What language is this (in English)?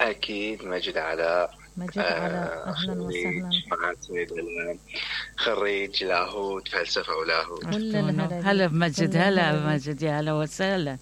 Mesopotamian Arabic